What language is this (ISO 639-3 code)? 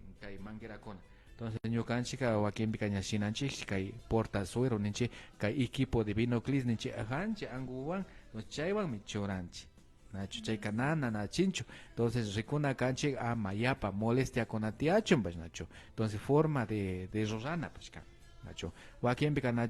qvi